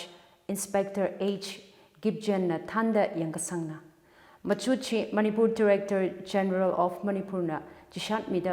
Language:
Tangkhul Naga (India)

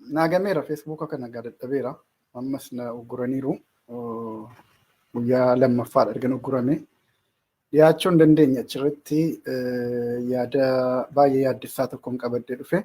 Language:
Oromo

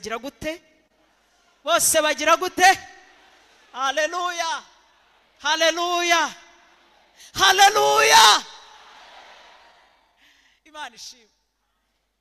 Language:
Kinyarwanda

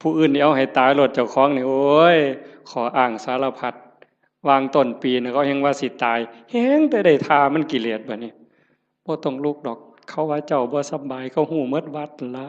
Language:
Northeastern Thai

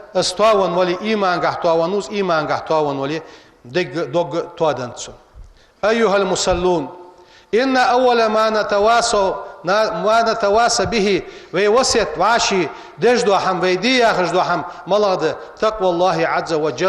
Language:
Ingush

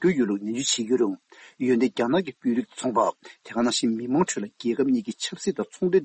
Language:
Tibetan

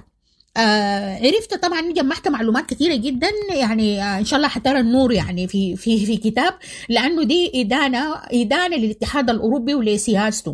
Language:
Sudanese Arabic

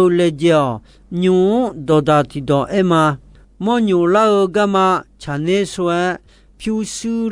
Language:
Akha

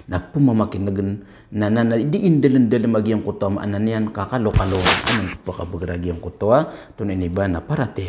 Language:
Maranao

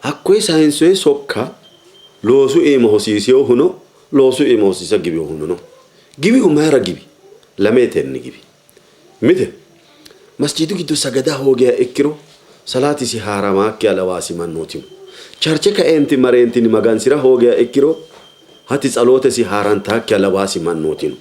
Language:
Sidamo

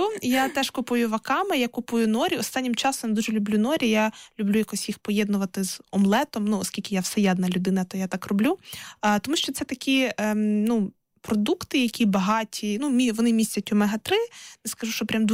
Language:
Ukrainian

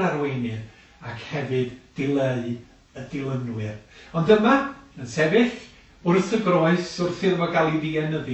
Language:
Welsh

